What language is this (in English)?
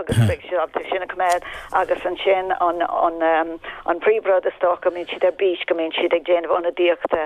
Irish